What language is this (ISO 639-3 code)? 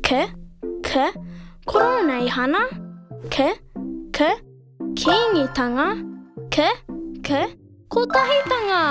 mri